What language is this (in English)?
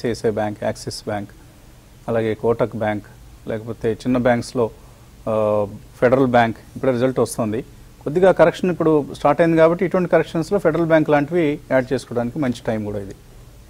Telugu